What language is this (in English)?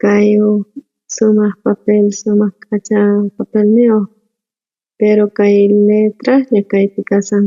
South Bolivian Quechua